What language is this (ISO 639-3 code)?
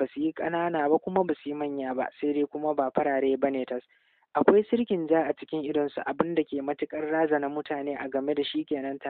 hau